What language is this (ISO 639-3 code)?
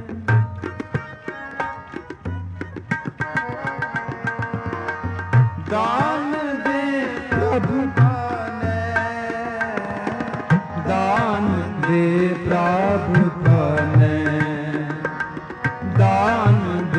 pan